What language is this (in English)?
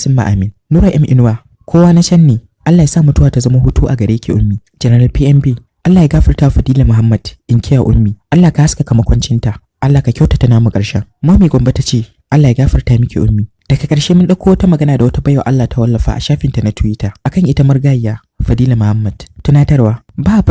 Hausa